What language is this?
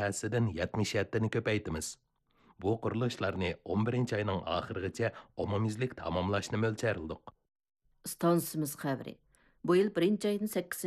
Uyghur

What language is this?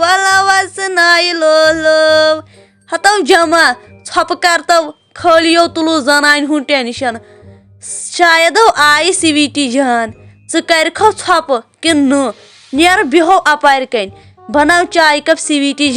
Kashmiri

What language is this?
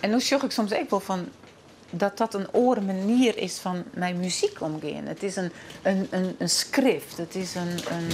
Western Frisian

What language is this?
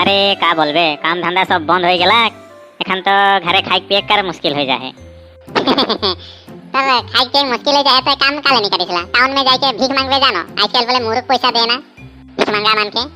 Sadri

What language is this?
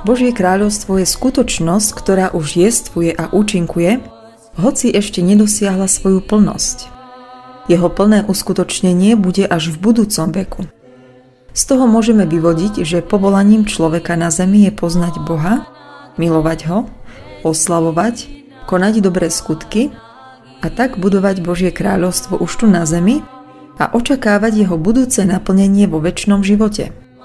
Slovak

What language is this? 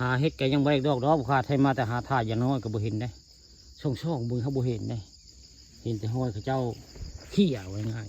Northeastern Thai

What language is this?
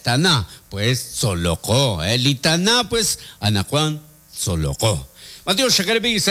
Kekchí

